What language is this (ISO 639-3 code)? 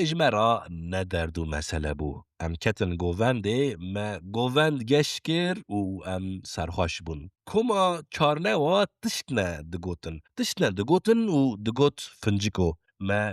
kur